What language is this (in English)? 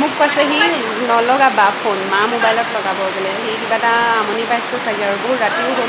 Assamese